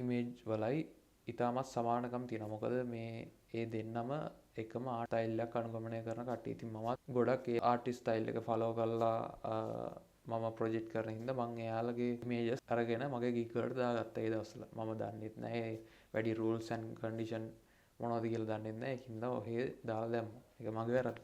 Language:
Sinhala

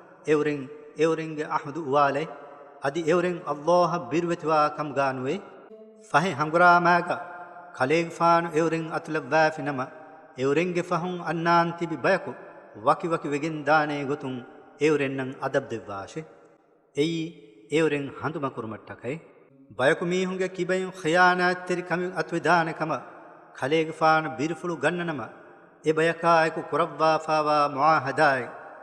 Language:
Divehi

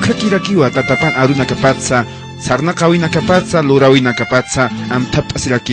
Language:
Aymara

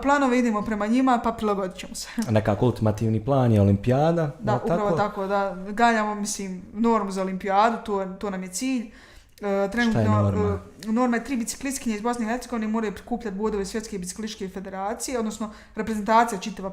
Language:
Bosnian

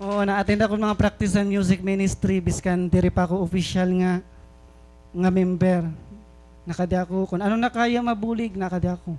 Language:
Waray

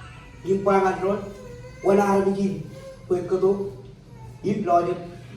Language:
Marshallese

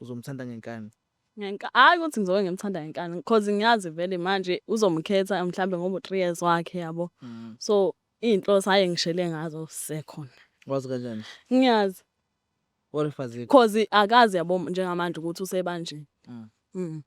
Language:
Zulu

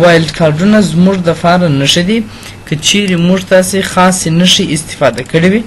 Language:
Pashto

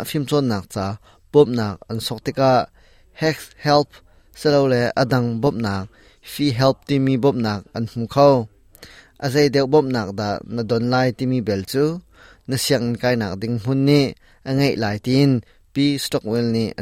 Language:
Hakha Chin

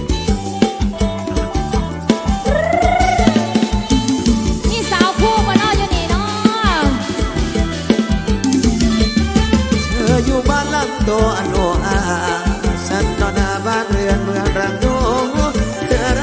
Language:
Thai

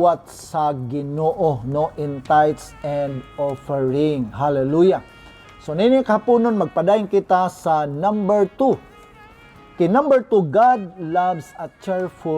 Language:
Cebuano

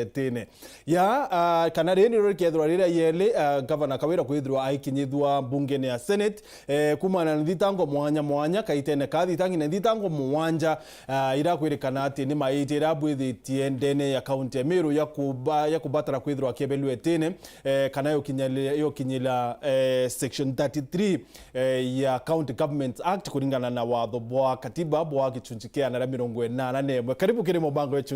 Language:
Meru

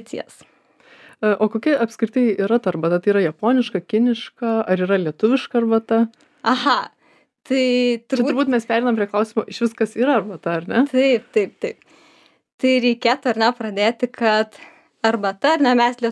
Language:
Lithuanian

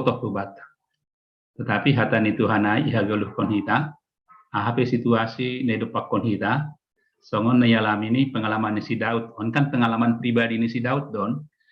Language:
Batak Simalungun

